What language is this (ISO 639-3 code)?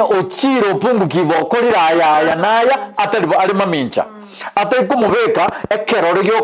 guz